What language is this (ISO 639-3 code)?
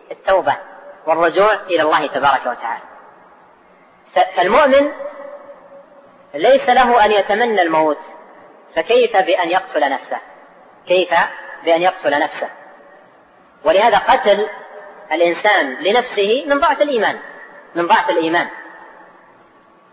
ara